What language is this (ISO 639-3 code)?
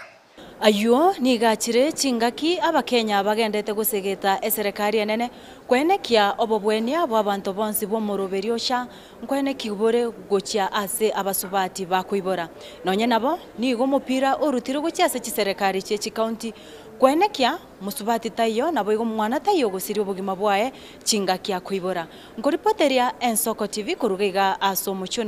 guz